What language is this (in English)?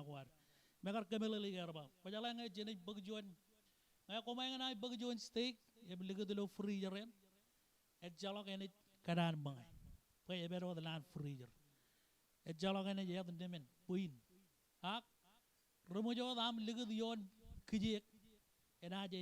Marshallese